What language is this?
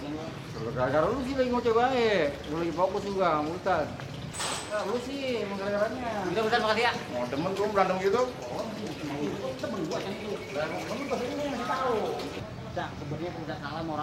Betawi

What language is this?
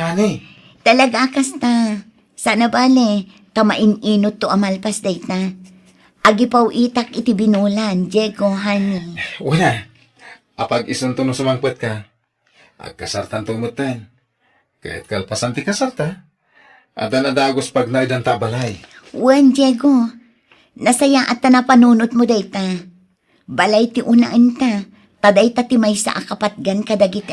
Iloko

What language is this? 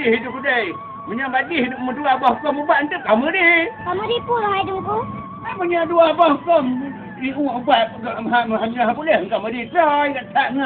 Achinese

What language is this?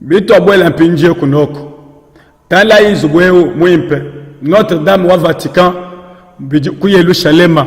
Luba-Lulua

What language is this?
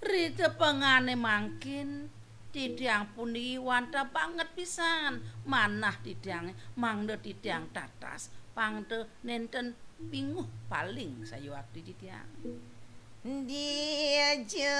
Balinese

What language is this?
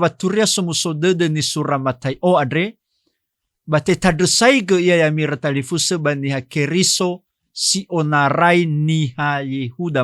Nias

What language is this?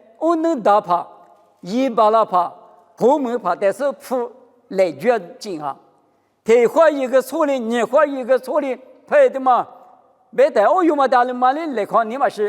Lisu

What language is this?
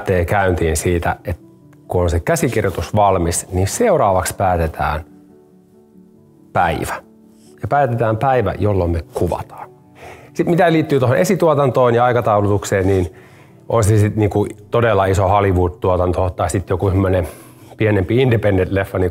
Finnish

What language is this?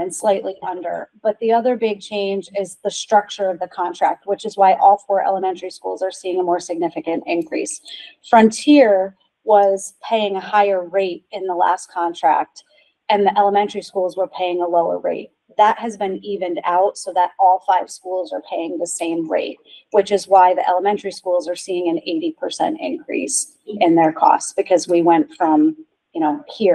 English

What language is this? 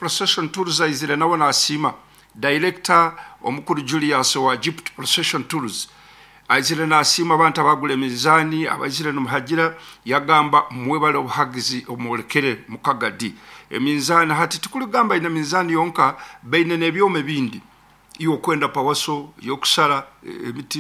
Nyankole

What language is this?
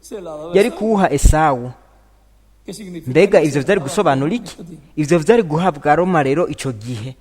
Rundi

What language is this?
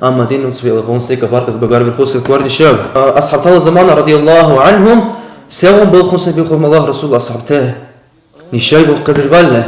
Dargwa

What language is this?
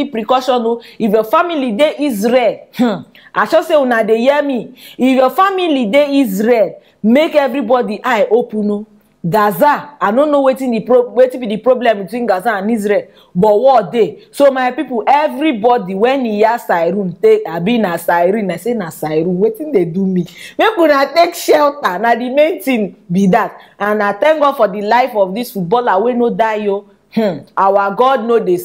Nigerian Pidgin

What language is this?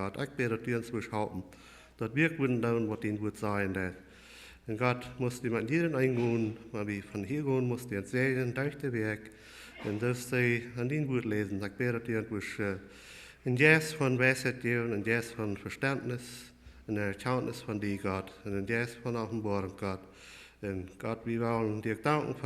Plautdietsch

